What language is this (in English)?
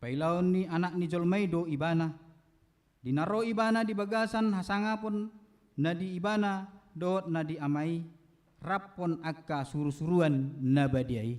Batak Toba